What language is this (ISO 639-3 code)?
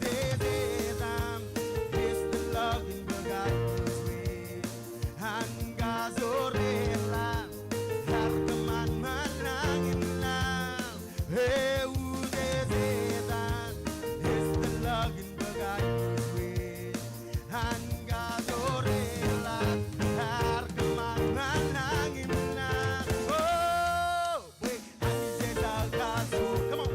mah